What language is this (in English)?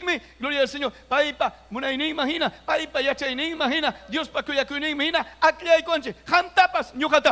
Ayacucho Quechua